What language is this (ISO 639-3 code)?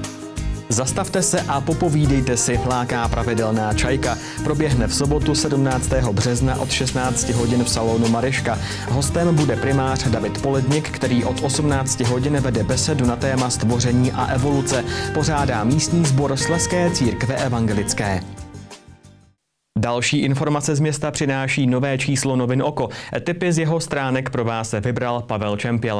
ces